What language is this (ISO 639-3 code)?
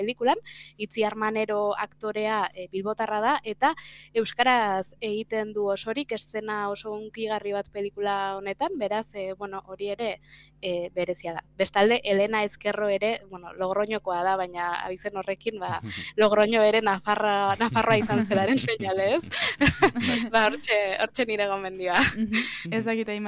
eus